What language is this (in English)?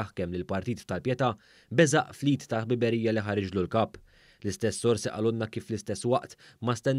Maltese